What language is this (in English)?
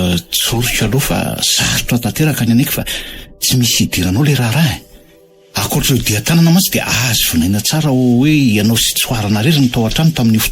Malagasy